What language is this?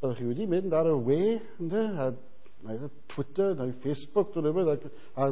Welsh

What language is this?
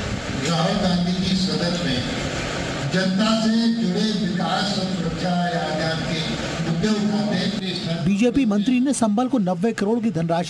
Hindi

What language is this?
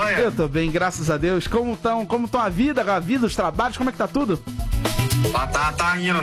Portuguese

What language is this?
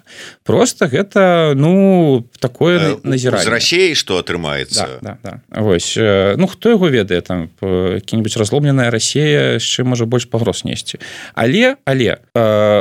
Belarusian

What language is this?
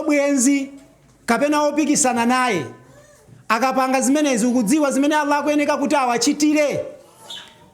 Nyanja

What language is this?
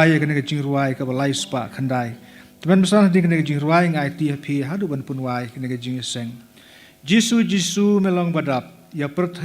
Khasi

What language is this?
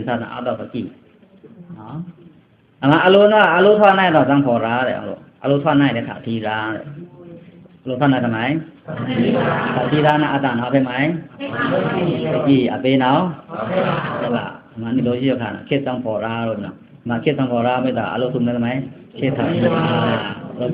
Pa'o Karen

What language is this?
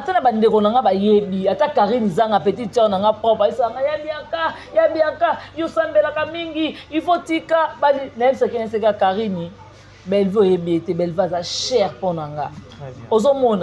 Lingala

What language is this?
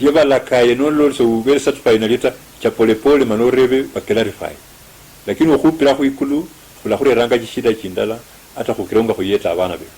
Luyia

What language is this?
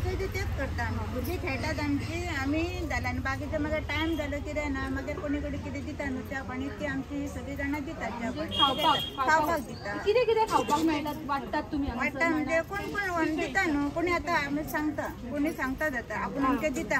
Konkani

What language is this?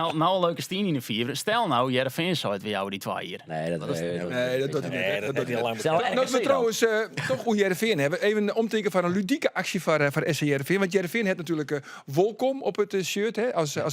Western Frisian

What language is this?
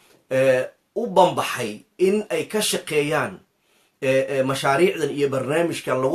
Somali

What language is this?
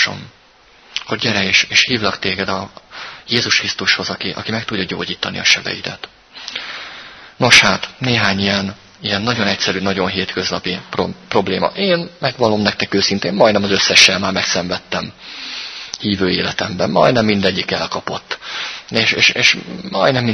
Hungarian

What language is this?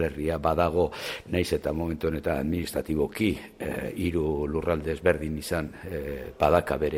Basque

